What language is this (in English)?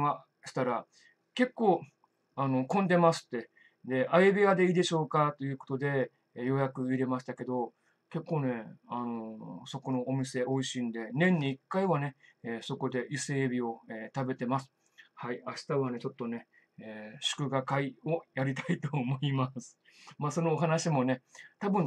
Japanese